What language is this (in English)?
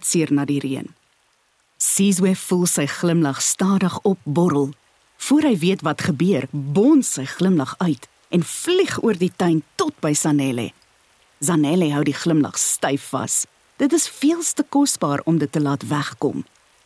Afrikaans